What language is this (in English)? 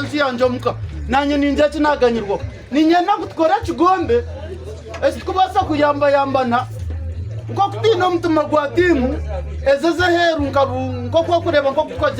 Nyankole